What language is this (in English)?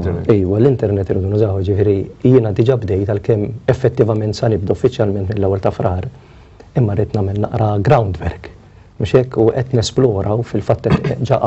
Maltese